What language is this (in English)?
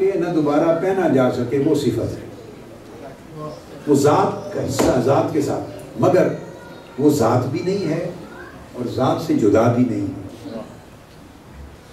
Urdu